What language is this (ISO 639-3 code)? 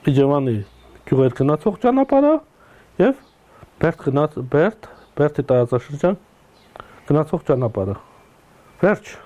hye